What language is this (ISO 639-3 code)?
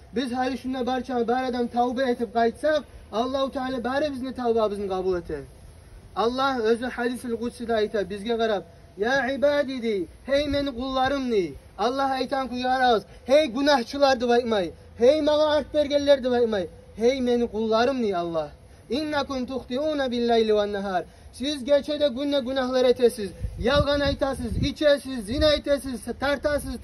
kum